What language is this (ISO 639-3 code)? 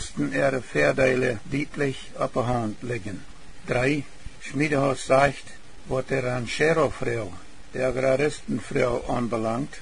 pdt